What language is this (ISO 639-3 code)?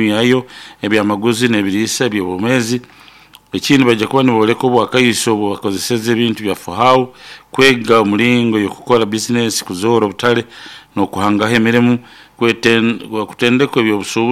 nyo